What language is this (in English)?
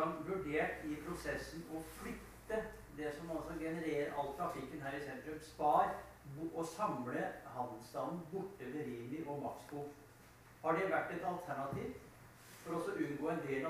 Norwegian